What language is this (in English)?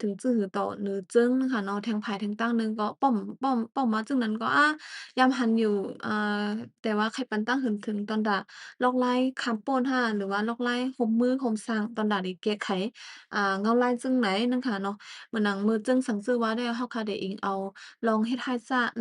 Shan